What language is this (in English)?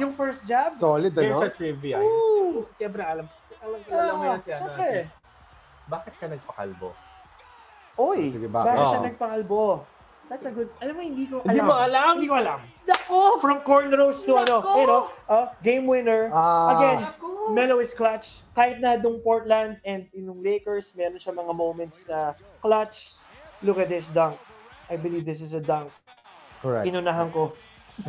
Filipino